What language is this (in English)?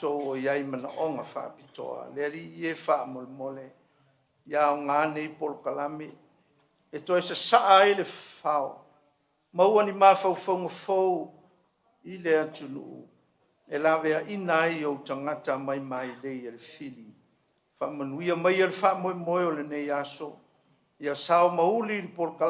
Samoan